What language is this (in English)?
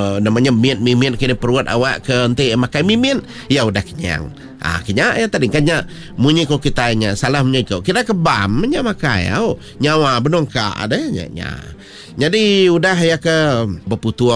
Iban